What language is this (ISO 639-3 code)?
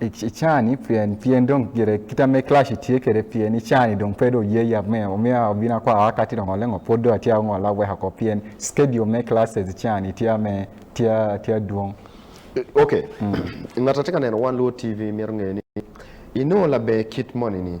ach